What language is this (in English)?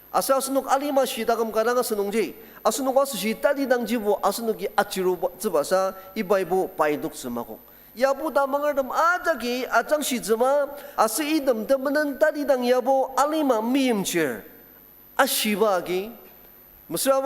Ao Naga